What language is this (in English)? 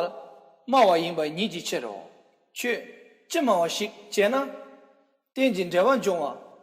Tibetan